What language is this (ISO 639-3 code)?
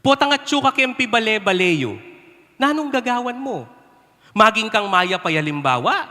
pam